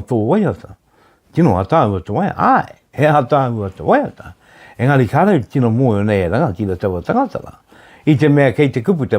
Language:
Māori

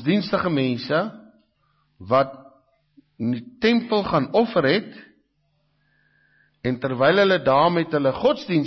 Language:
Afrikaans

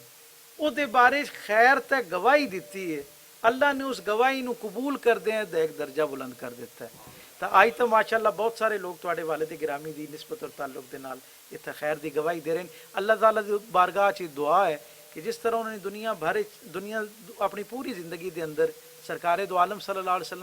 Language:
Western Panjabi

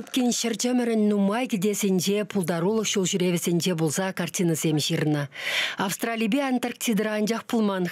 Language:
Chuvash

